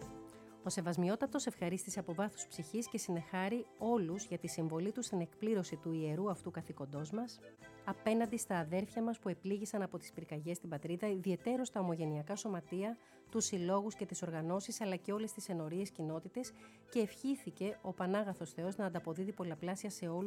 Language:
Greek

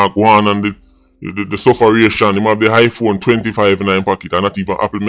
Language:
Jamaican Creole English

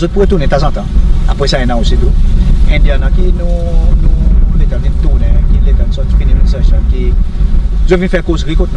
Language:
Seselwa Creole French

